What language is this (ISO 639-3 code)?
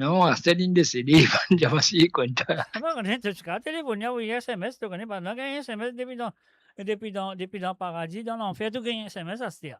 mfe